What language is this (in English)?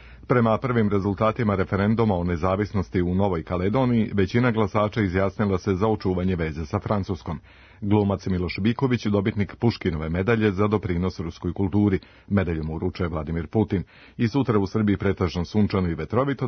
Serbian